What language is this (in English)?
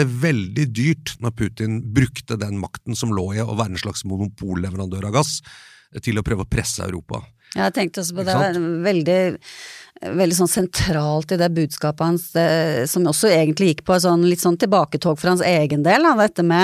Norwegian